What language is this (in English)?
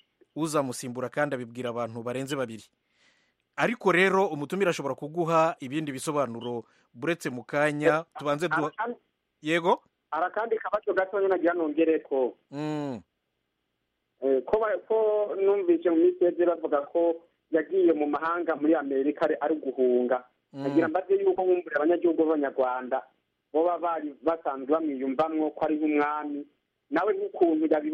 Kinyarwanda